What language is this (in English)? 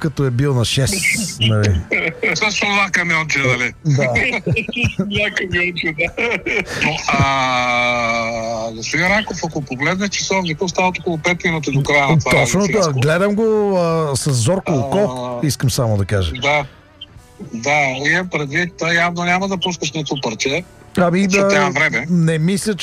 Bulgarian